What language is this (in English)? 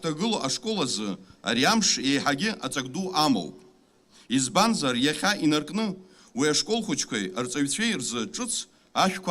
Abkhazian